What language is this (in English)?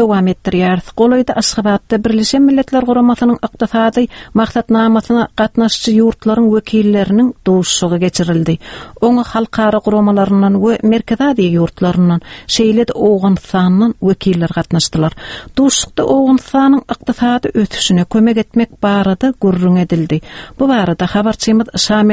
Turkmen